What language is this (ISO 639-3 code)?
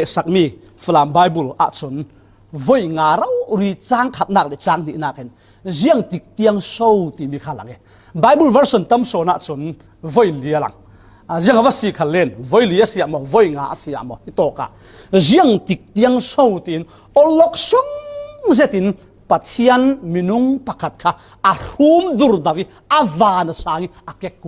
cfm